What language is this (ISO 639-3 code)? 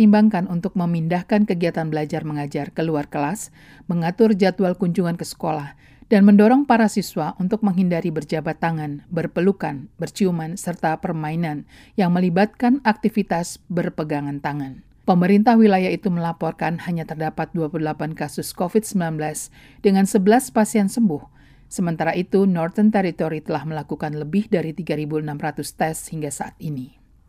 ind